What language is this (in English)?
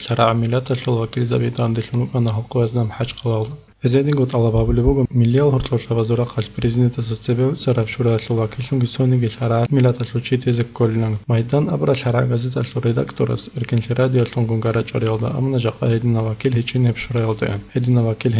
Avaric